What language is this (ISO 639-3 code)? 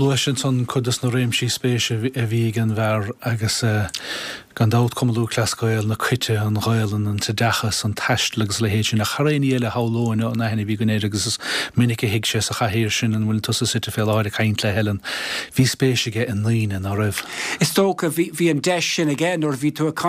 gle